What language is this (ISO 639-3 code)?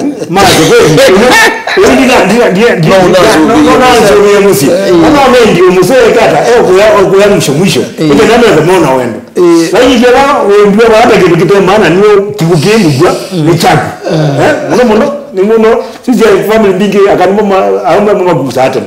kam